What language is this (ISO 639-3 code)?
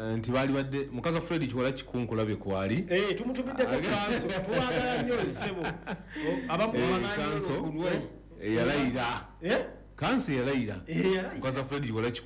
lug